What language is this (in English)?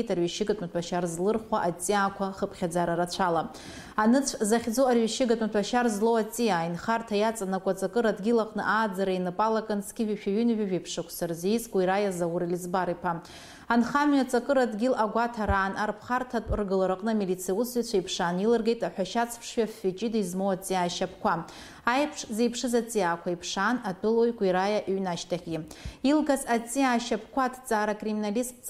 Abkhazian